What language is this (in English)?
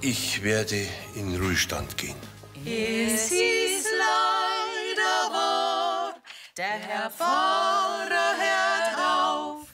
Bavarian